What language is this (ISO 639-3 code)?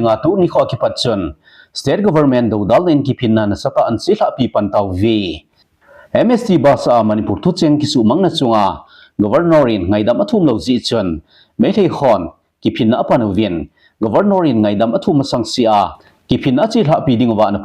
tcz